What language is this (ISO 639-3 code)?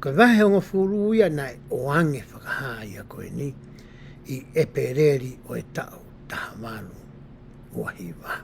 ton